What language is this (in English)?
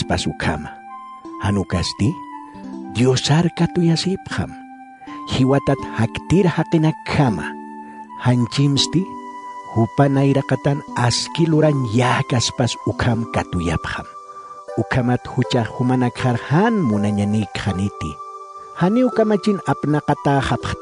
Aymara